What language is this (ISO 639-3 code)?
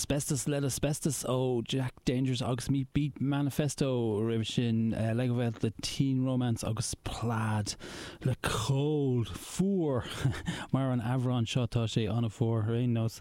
gle